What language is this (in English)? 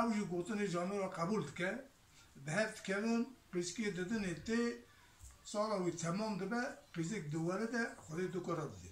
Kurdish